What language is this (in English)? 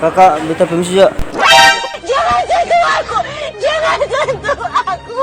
Ambonese Malay